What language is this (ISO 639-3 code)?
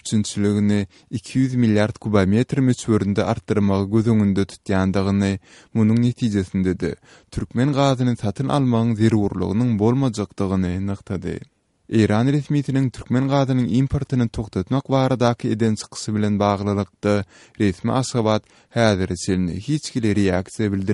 tuk